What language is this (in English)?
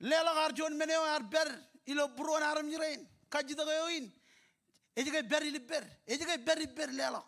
Marshallese